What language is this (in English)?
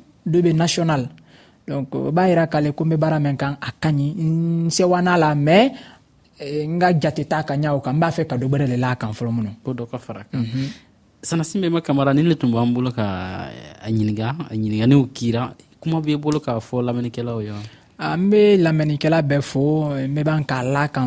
Dyula